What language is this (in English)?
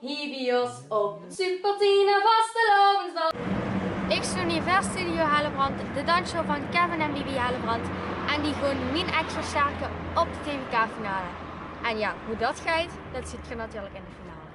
Limburgish